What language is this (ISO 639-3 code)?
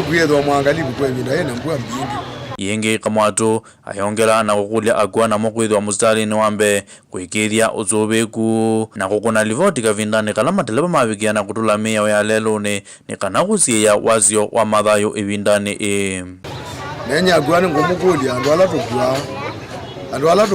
kam